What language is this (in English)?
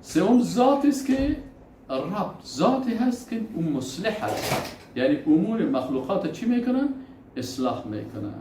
Persian